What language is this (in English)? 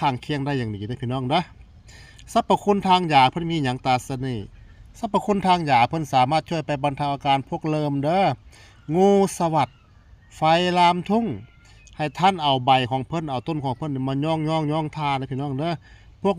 Northeastern Thai